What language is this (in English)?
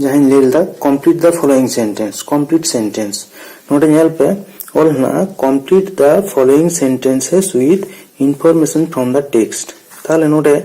Santali